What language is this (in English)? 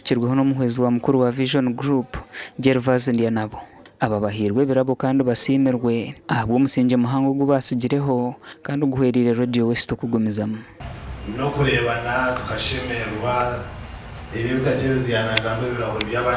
Nyankole